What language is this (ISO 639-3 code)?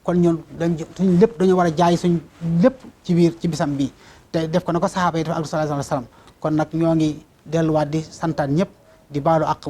wol